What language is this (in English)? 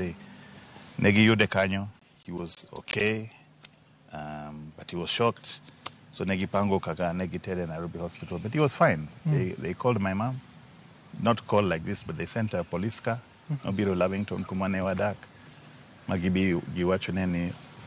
Luo (Kenya and Tanzania)